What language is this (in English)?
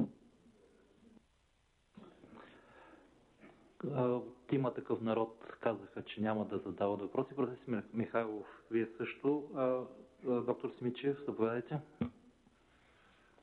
Bulgarian